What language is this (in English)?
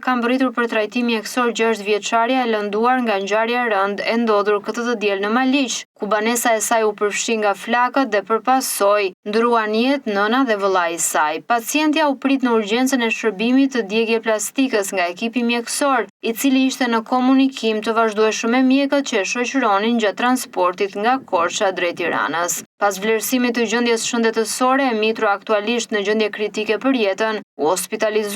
Albanian